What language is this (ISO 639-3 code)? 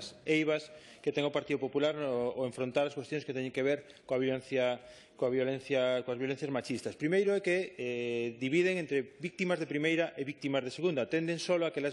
glg